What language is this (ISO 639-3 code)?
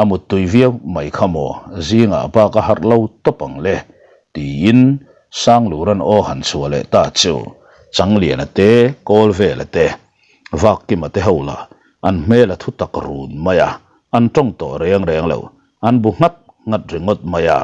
lus